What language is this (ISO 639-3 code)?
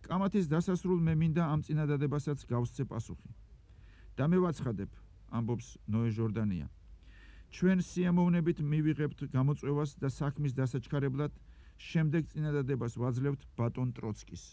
kat